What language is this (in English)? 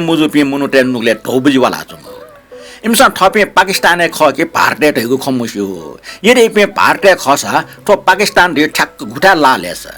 Newari